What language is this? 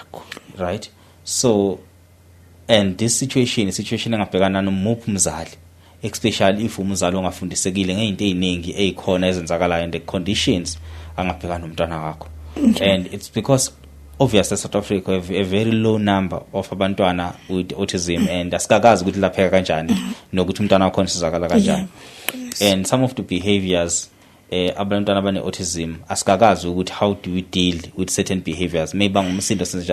Zulu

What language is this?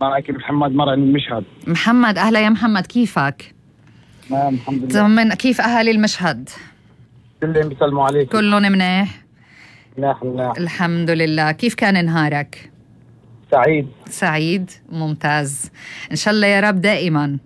North Levantine Arabic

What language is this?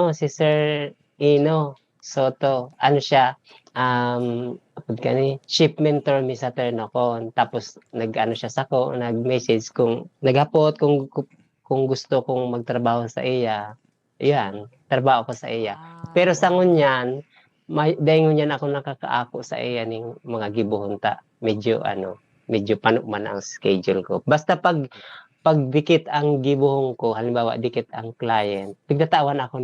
Bikol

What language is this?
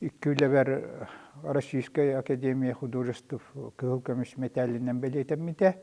Yakut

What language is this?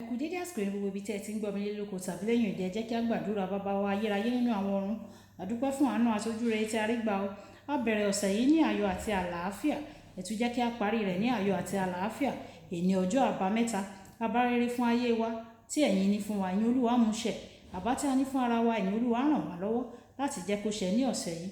Yoruba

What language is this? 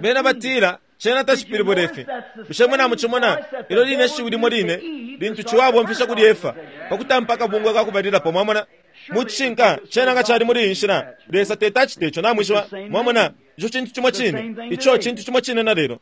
Bemba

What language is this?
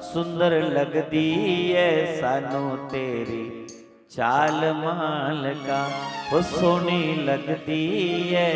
Dogri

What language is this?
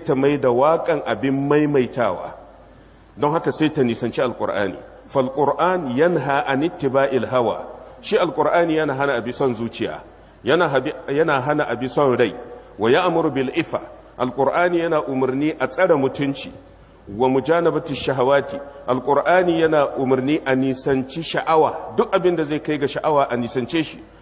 Hausa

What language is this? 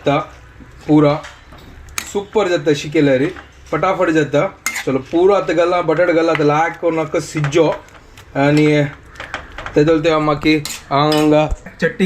Konkani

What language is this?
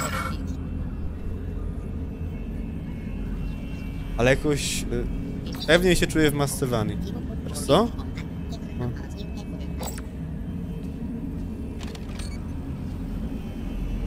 Polish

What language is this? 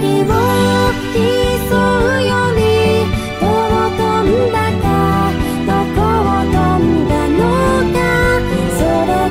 Japanese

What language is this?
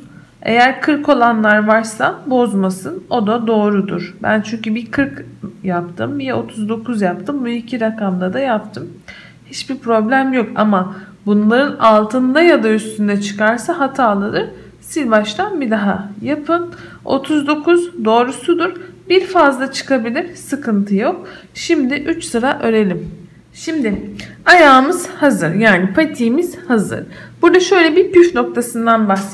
Turkish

